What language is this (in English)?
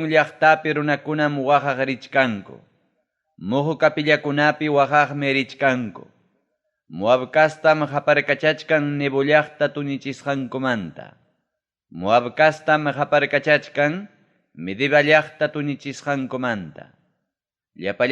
Ayacucho Quechua